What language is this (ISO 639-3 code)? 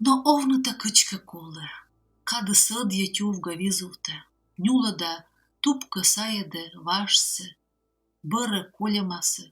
kom